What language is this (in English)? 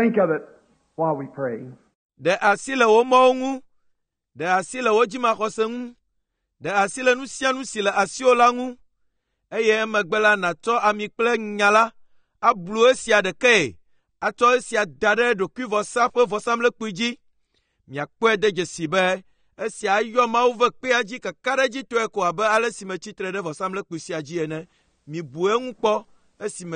Ewe